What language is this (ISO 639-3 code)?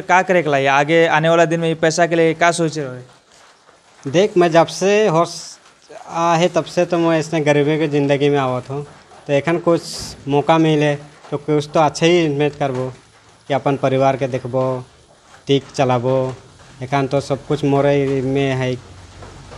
sck